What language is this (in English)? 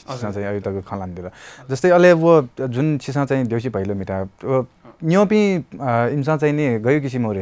Newari